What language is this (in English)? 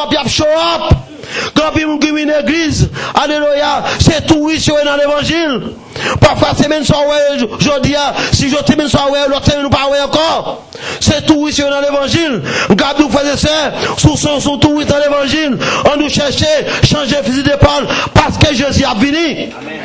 Haitian Creole